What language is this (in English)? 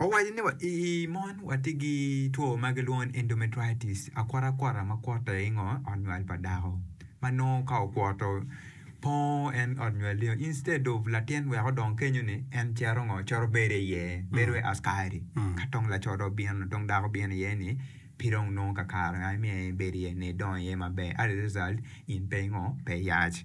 Acoli